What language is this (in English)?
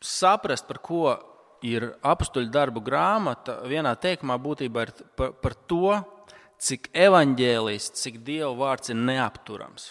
Latvian